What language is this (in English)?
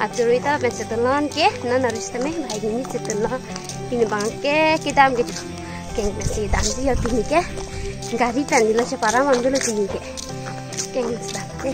Karbi